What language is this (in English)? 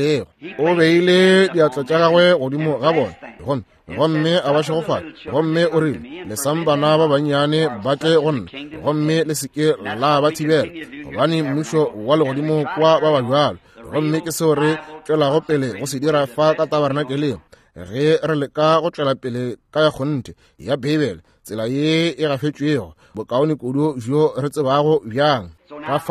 Northern Sotho